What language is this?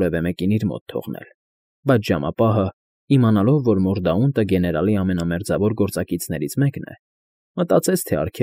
Armenian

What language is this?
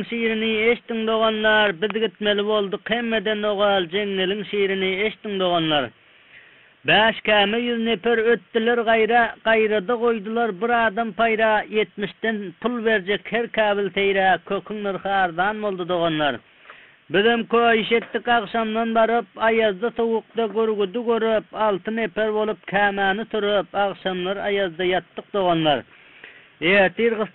Turkmen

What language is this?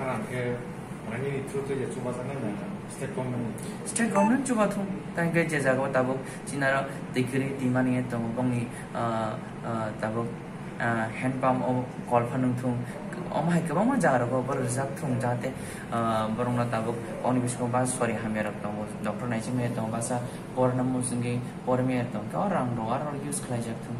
Kok Borok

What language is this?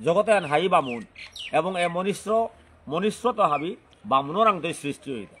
Bishnupriya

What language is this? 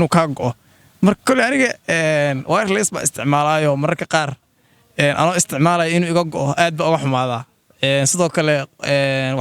Somali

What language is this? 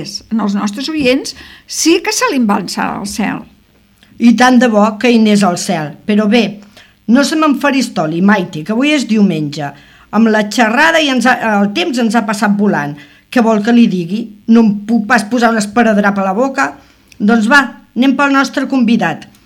Catalan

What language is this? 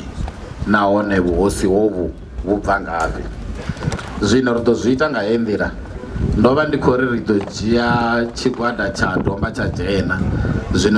Venda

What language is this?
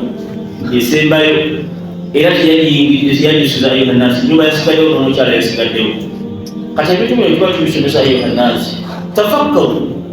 Ganda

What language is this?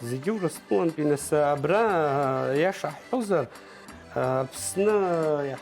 Abkhazian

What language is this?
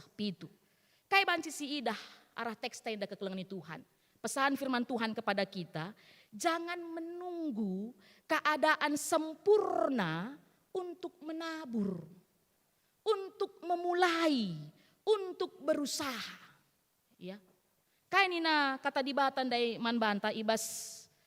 Batak Karo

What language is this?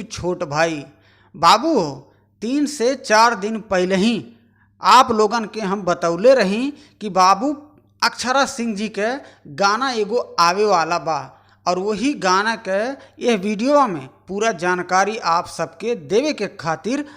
Bhojpuri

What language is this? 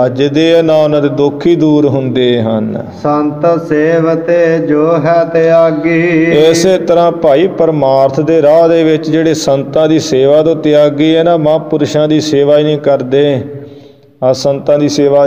Punjabi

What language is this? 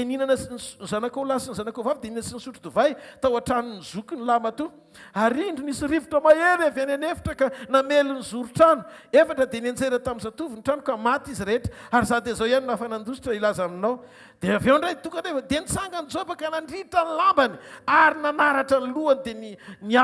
Malagasy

